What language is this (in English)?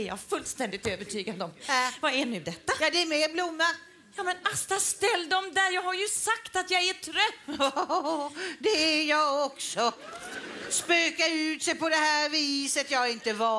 Swedish